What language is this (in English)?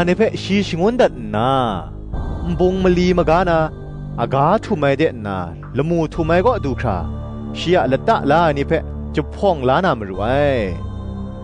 Kachin